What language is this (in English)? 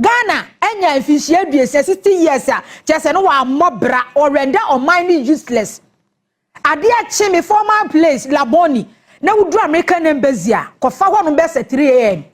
Akan